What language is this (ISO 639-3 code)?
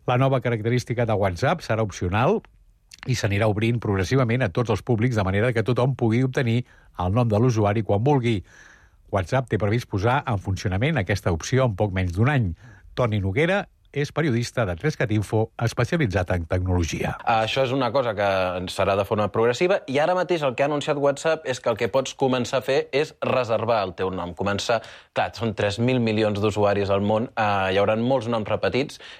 cat